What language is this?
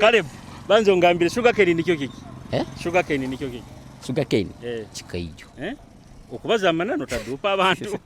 Nyoro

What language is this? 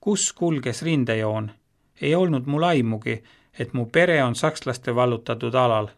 Estonian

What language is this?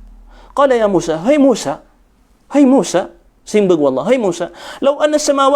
Maranao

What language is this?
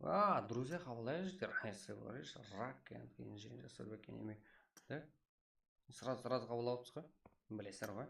Kara-Kalpak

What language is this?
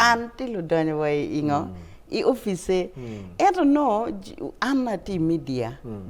Acoli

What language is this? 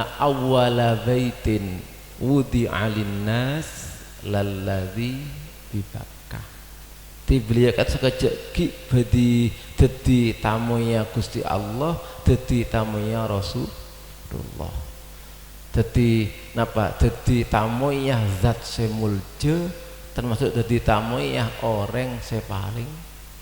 Madurese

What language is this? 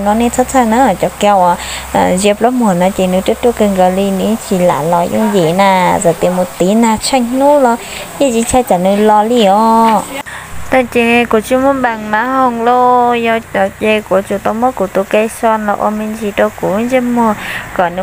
Hmong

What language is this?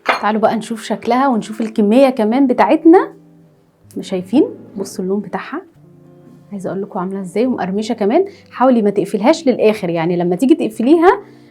Egyptian Arabic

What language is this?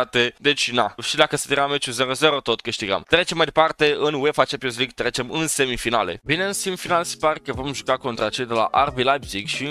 Romanian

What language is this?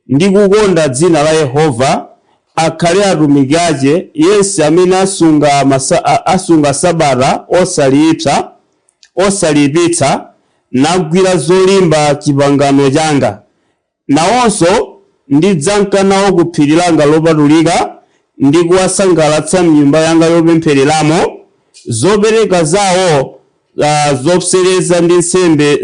Nyanja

